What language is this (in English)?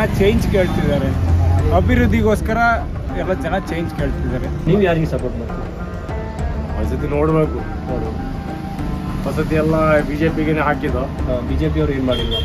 Kannada